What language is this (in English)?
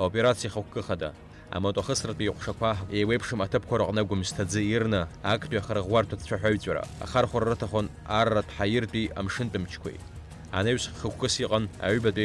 Abkhazian